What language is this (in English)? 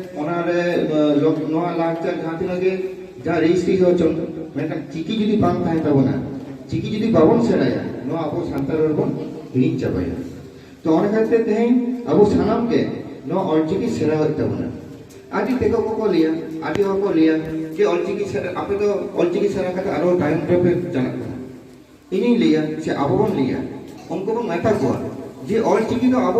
Santali